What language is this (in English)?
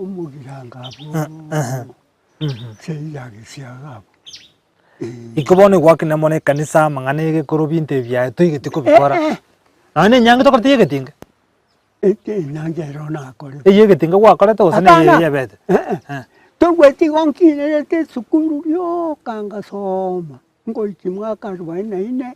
Gusii